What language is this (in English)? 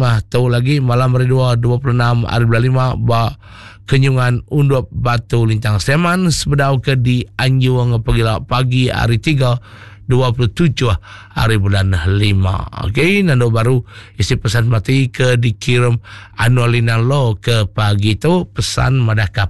Iban